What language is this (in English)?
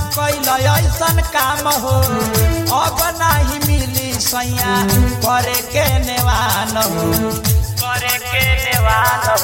Bhojpuri